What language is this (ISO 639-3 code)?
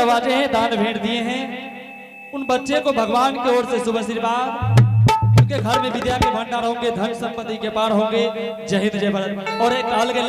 anp